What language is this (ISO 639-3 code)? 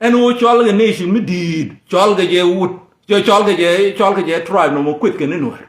nus